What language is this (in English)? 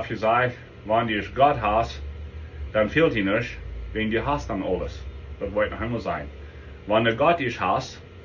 Plautdietsch